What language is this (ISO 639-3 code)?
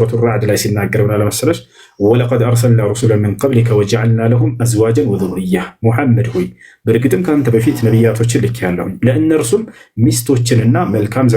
amh